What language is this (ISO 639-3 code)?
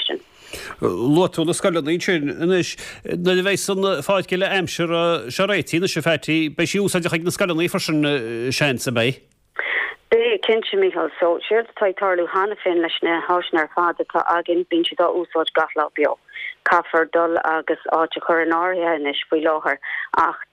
gle